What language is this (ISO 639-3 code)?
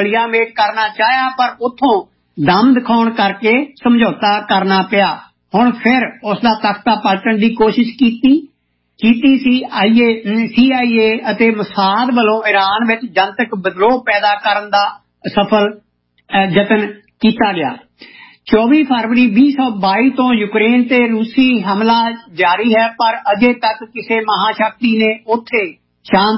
pan